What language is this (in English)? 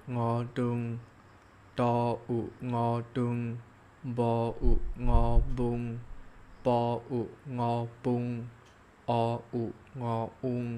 Shan